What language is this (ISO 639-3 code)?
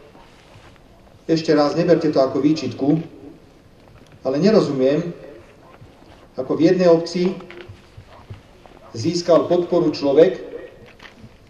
slk